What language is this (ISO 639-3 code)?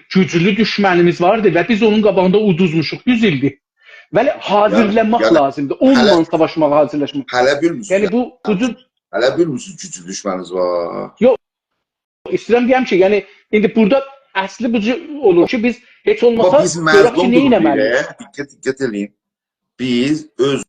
azb